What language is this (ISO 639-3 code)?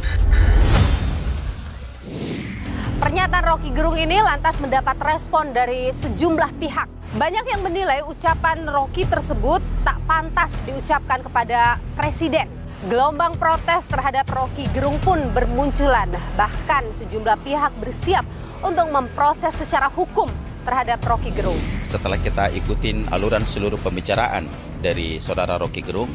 ind